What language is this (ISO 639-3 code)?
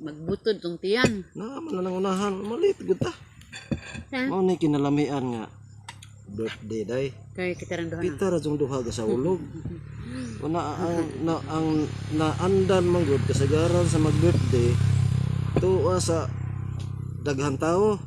ceb